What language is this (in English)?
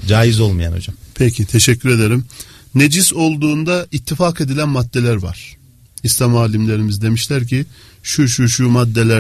Turkish